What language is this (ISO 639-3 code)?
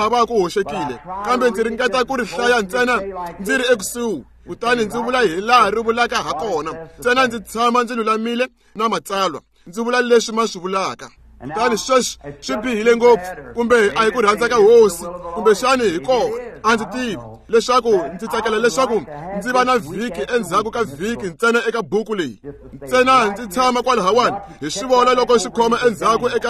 tso